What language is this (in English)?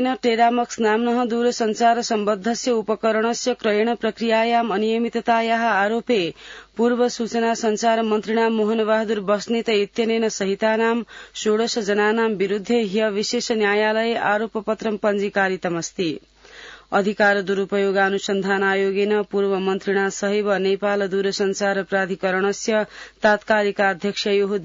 Sanskrit